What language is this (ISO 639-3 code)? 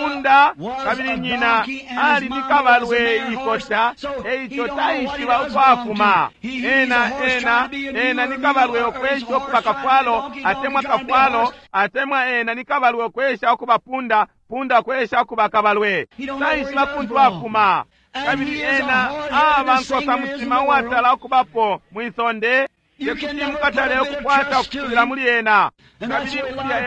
bem